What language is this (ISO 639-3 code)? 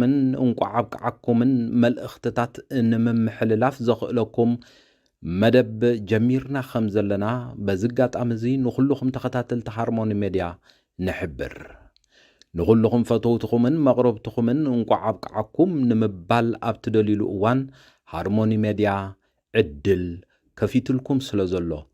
tir